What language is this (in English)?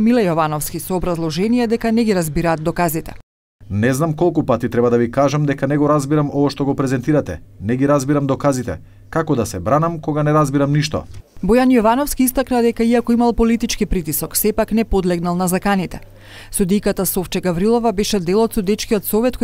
Macedonian